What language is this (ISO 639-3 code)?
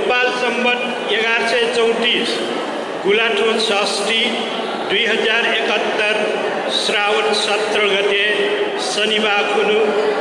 new